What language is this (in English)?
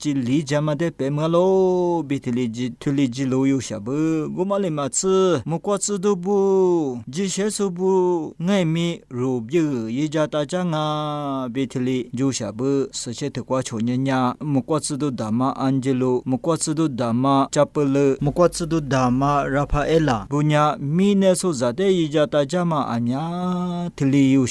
Lisu